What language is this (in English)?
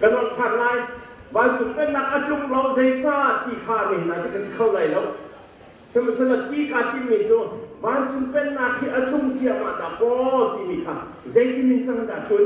Hakha Chin